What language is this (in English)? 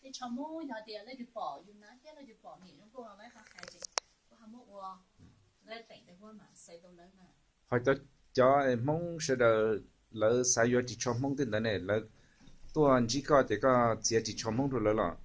Hmong